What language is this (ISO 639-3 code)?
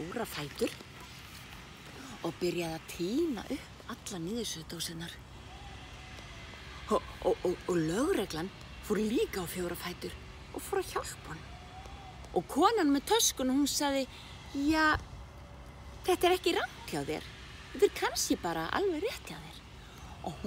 isl